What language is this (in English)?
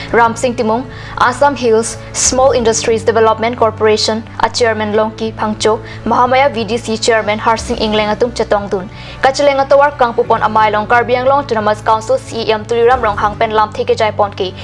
Karbi